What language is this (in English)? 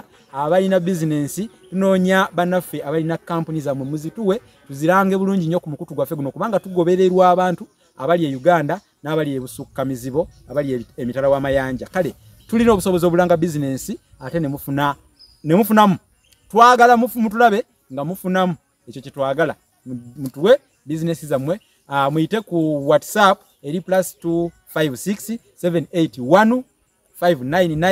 Ganda